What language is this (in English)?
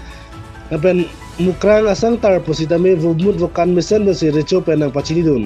Karbi